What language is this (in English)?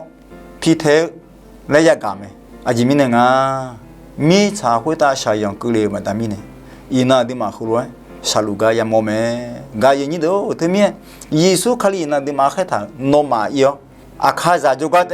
Akha